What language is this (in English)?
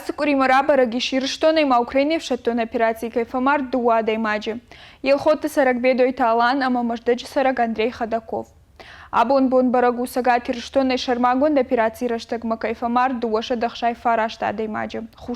Ossetic